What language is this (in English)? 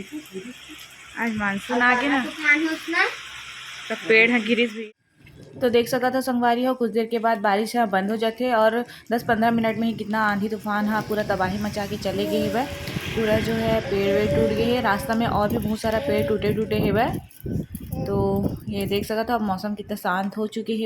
Chhattisgarhi